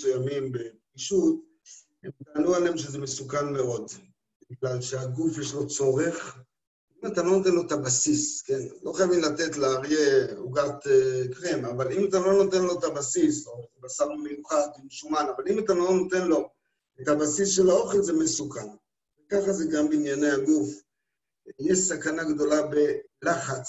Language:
Hebrew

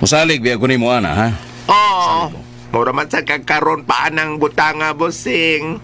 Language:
Cebuano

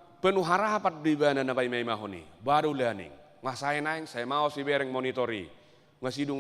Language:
Batak Toba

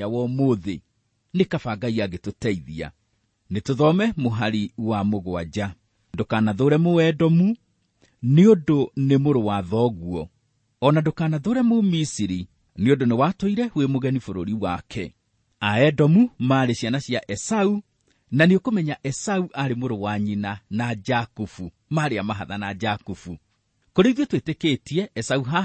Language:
Kikuyu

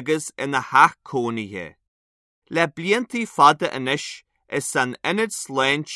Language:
Irish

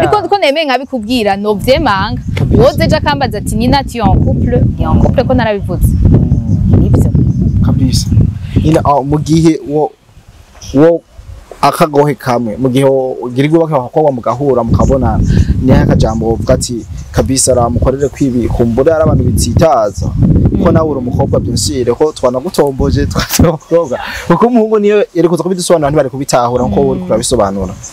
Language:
Rundi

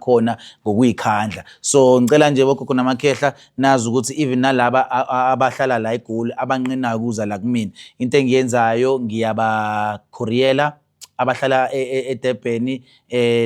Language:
Zulu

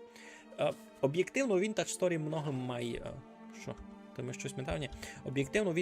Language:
Rusyn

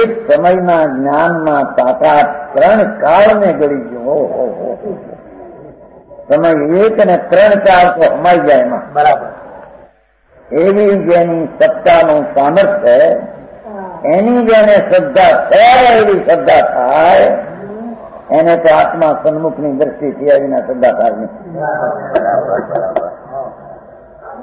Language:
Gujarati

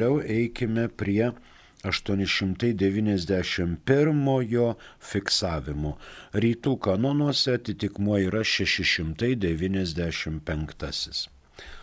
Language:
Lithuanian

